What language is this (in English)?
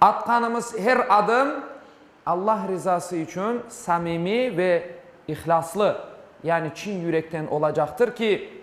Crimean Tatar